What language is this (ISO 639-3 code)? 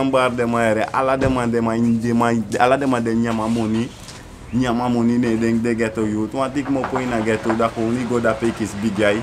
srn